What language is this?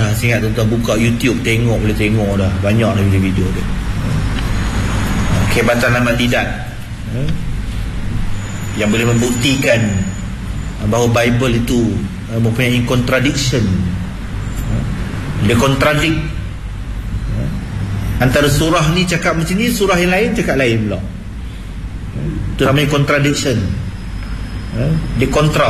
Malay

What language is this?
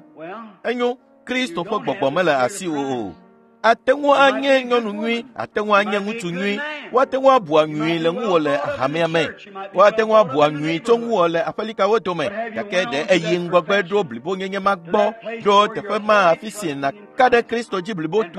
Ewe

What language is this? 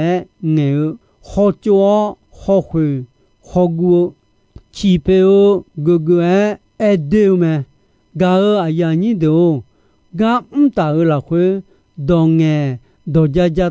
Akha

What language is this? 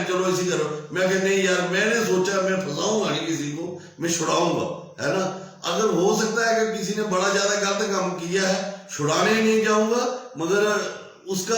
Dogri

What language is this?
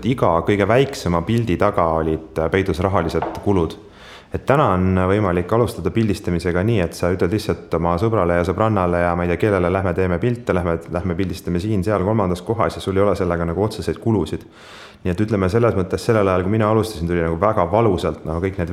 Estonian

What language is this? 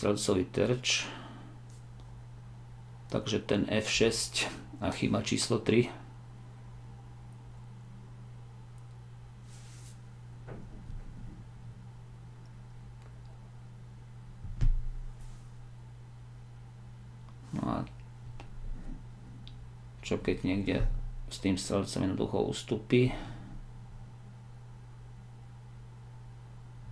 Slovak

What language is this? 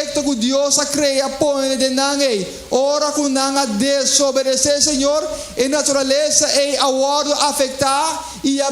Papiamento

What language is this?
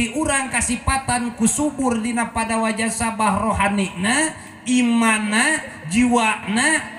Sundanese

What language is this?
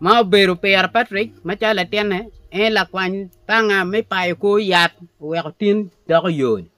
Acoli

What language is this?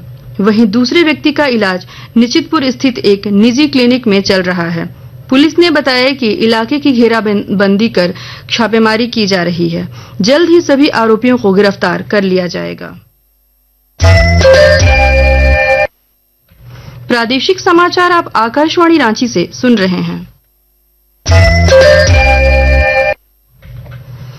Hindi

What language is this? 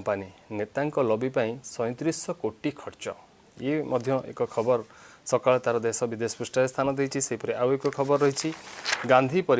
Odia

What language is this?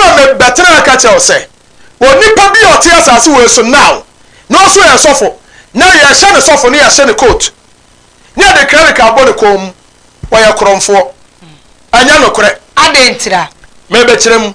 Akan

